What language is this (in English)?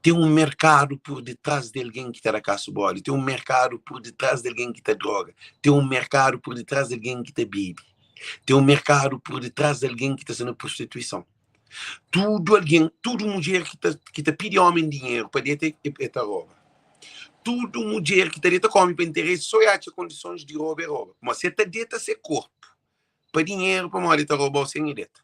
Kabuverdianu